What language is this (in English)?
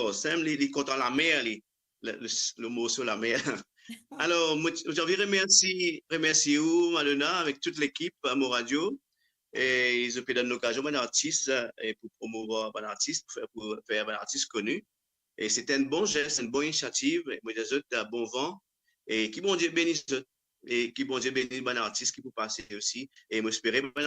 Morisyen